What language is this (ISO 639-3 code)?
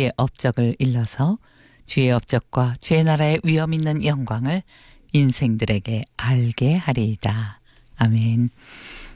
kor